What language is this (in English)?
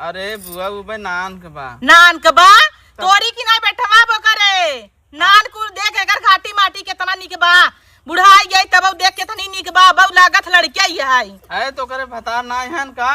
Awadhi